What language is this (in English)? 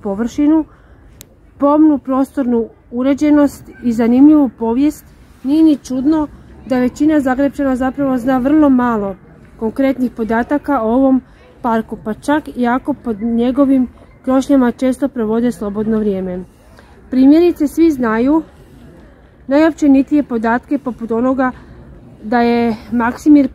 Croatian